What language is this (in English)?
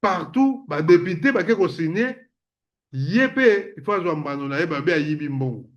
Lingala